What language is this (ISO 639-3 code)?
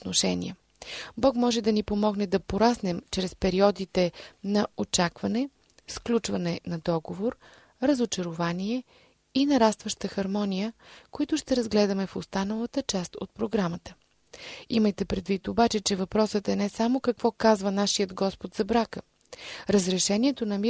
bul